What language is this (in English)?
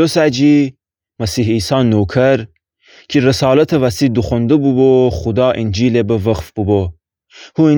Gilaki